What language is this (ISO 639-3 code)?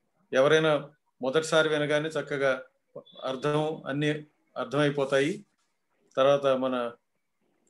tel